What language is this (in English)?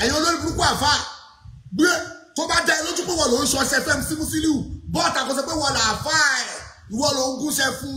Yoruba